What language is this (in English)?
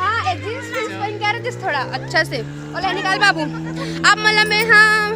Chhattisgarhi